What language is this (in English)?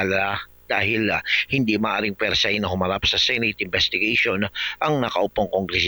Filipino